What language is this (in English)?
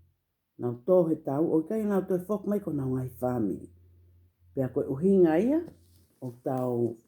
Tongan